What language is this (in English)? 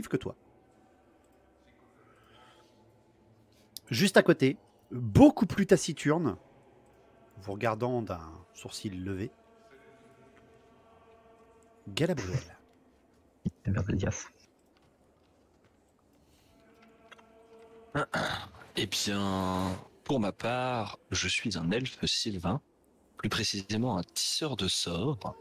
French